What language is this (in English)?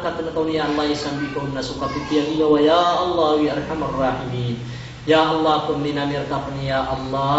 Maranao